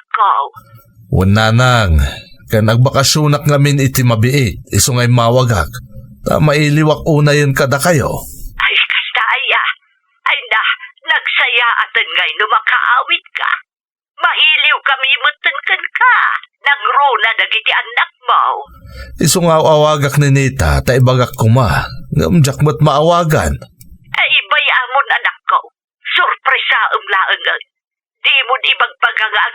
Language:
Iloko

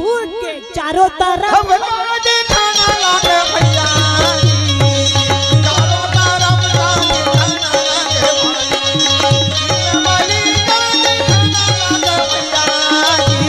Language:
Chhattisgarhi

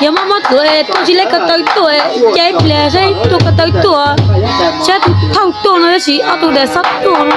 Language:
Hmong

